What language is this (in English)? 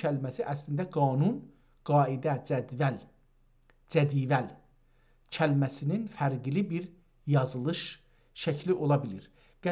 South Azerbaijani